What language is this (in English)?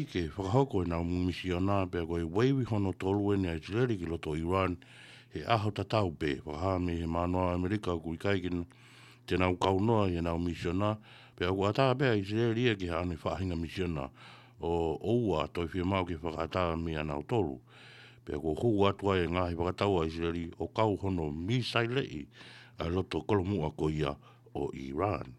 Tongan